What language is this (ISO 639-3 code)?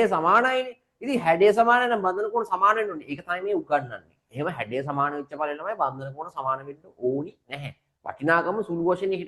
sin